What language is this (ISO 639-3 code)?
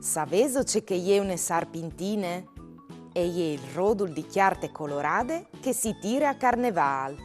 fur